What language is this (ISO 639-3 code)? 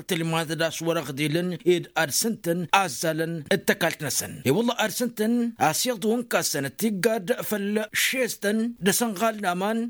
taq